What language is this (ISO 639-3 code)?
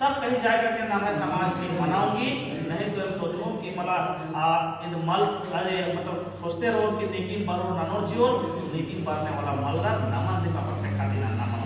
kru